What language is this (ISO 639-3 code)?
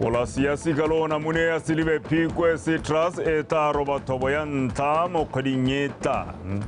tsn